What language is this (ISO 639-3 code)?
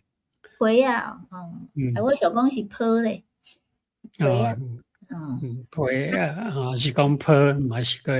nan